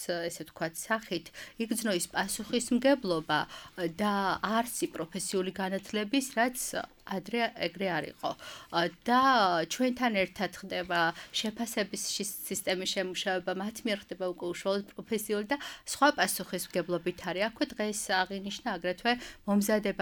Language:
Georgian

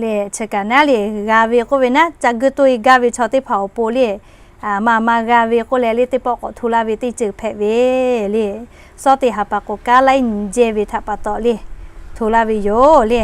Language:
Lahu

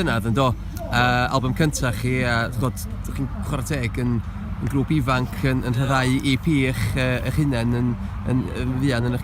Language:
Welsh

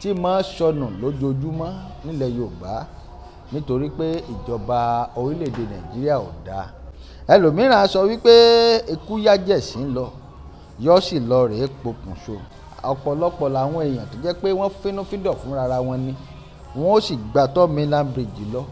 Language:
Yoruba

